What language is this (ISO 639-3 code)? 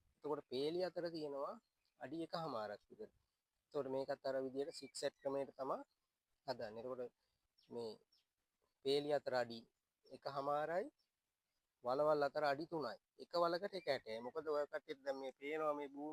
sin